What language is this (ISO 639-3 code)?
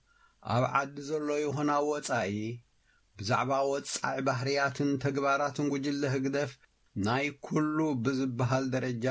tir